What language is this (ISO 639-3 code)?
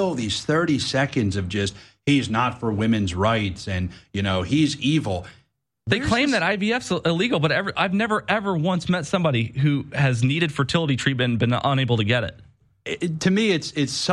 eng